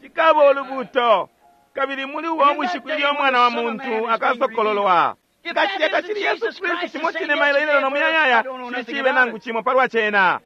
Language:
Bemba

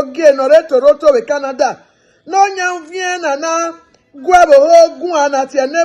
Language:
Bini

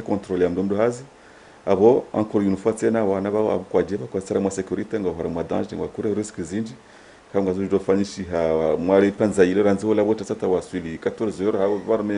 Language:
Ngazidja Comorian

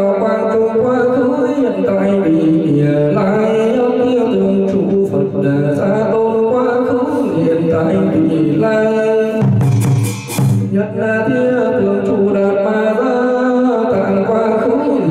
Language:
Vietnamese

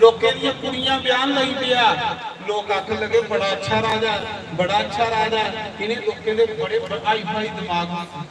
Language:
Dogri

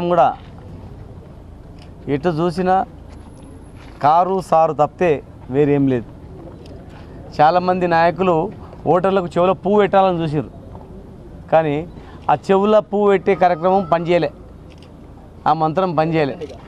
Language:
Telugu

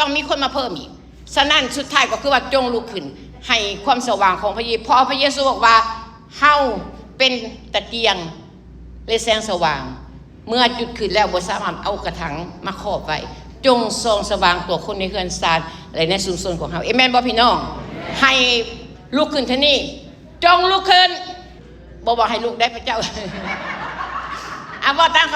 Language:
Lao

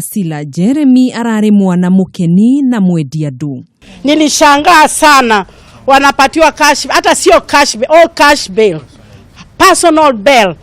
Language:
Kikuyu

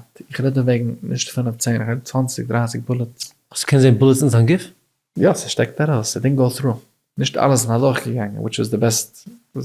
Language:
Yiddish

